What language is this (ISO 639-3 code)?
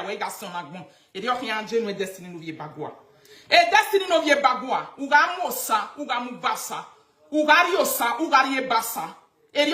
pcm